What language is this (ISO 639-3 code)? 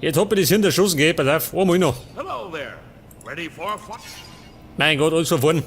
bar